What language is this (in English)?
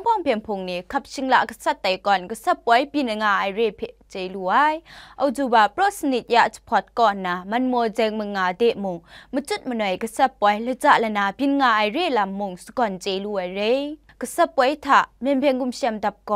Kachin